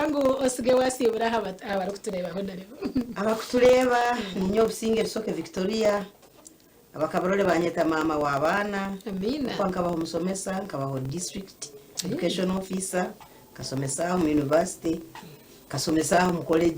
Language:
Nyankole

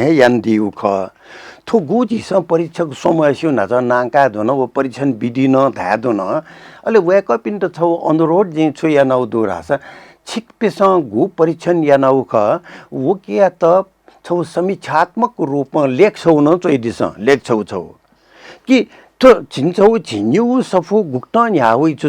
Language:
Newari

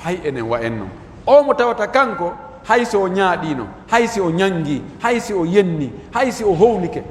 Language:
Pular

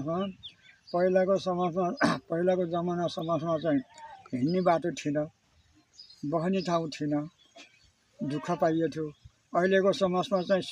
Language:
Nepali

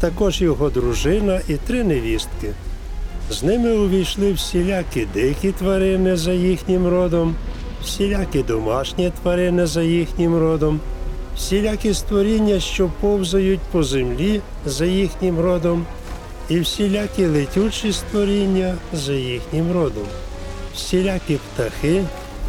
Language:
Ukrainian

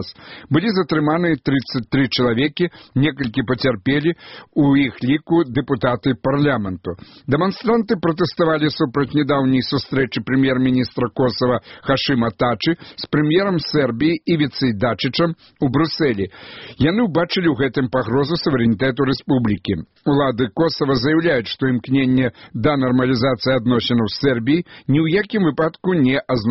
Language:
Belarusian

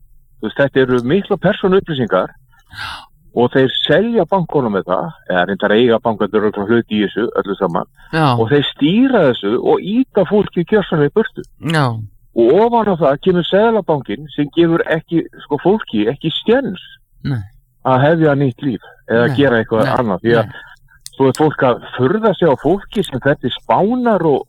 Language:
Icelandic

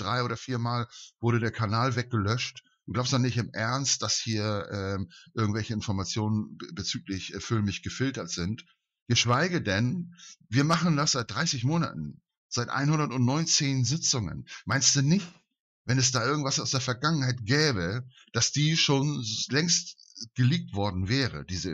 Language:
German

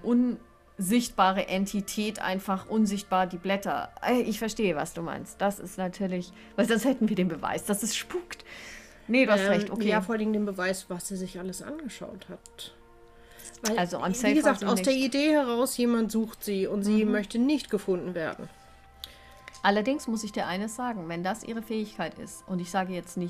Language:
German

